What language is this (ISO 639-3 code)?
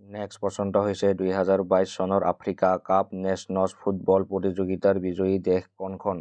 asm